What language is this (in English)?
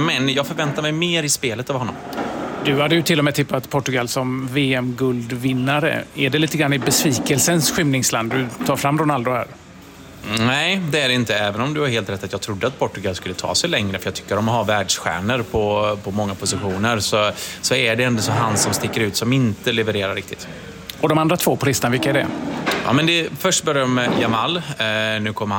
Swedish